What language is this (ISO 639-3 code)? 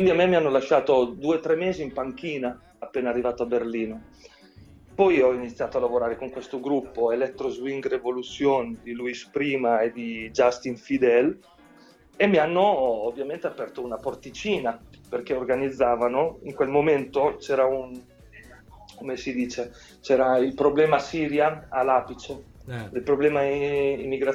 ita